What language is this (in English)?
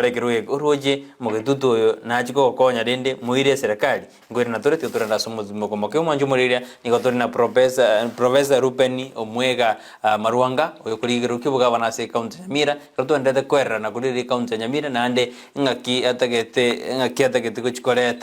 Gusii